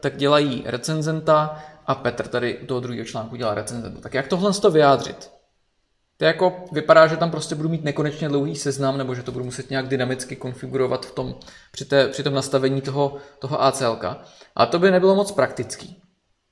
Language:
Czech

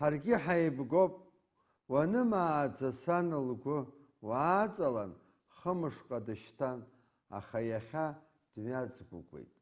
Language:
Abkhazian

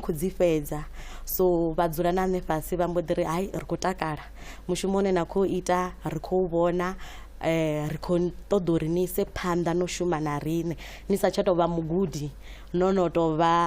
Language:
Venda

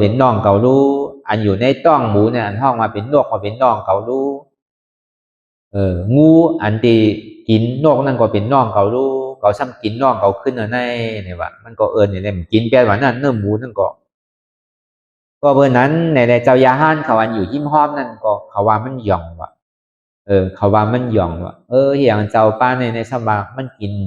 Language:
Shan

